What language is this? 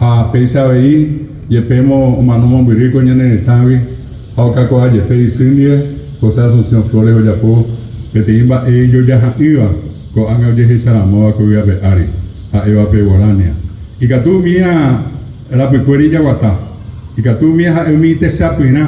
Guarani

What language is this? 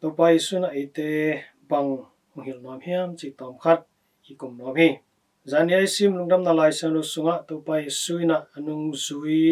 Tedim Chin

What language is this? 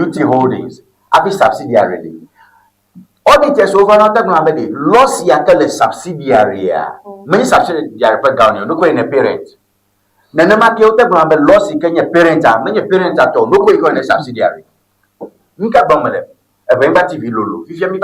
Ewe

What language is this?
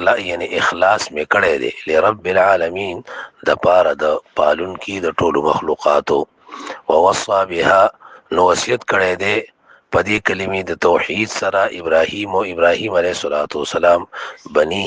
Pashto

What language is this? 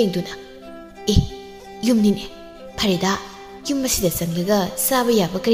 Manipuri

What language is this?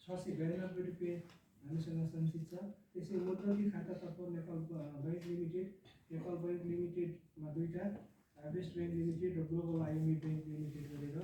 Nepali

